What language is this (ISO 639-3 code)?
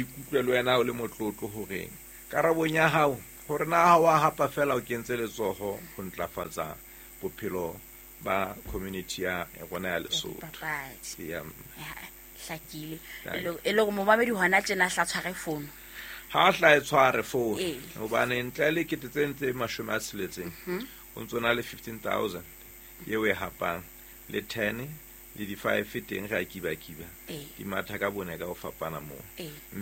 sot